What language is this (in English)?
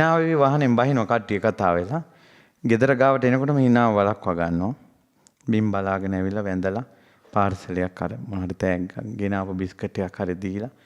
Sinhala